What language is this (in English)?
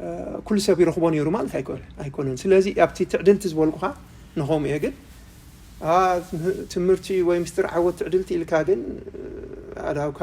Tigrinya